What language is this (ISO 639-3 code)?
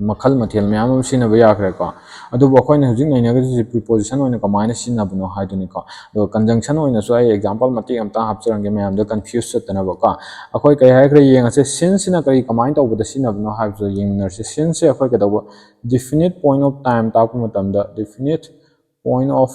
mni